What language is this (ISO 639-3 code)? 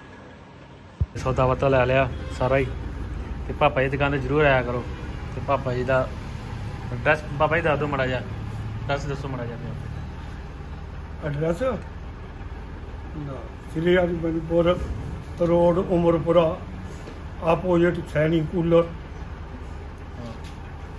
pan